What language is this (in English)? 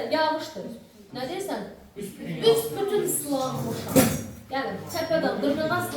Azerbaijani